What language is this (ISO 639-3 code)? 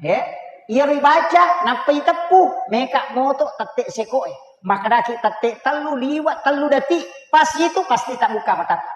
bug